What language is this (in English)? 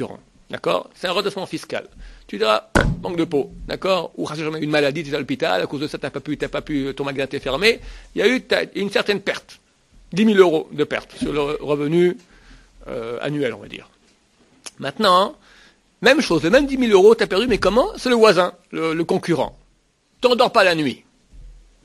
French